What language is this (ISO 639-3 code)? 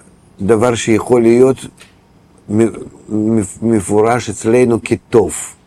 heb